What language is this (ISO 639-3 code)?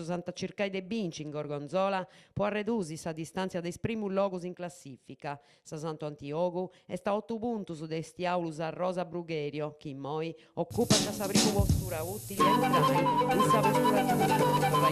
srd